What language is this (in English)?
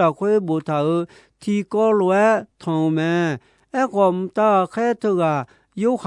Akha